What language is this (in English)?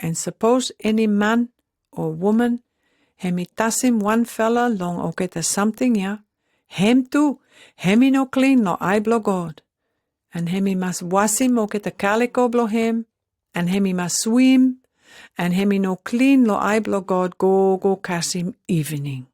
Pijin